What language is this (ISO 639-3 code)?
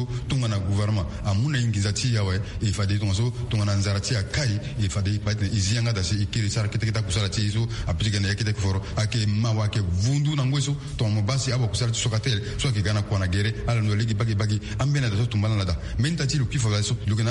sag